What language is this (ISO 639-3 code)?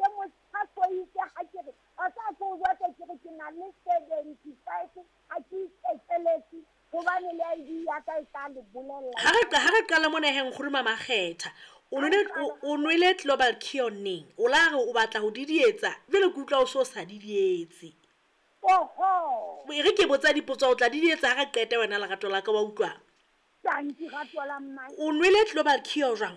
sot